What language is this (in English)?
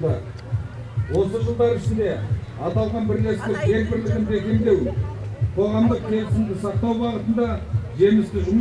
Kazakh